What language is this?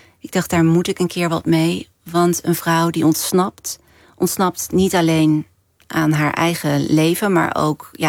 Dutch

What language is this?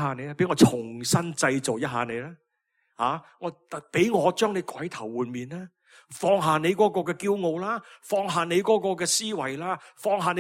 Cantonese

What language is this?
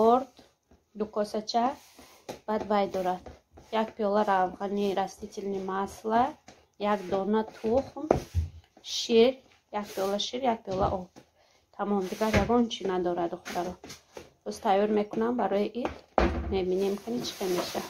Tajik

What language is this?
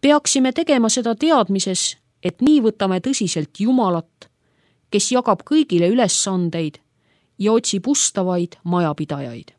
Estonian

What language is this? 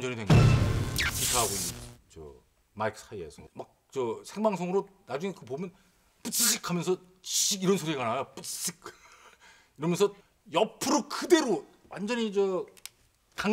Korean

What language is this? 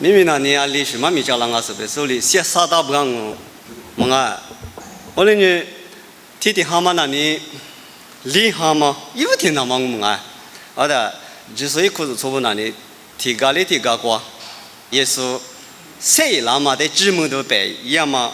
Lisu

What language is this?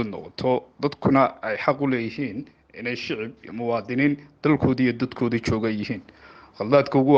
Somali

